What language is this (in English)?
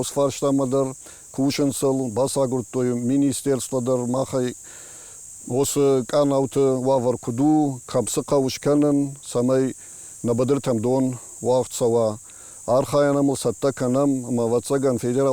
Ossetic